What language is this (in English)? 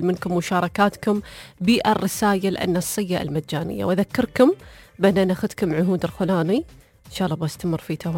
Najdi Arabic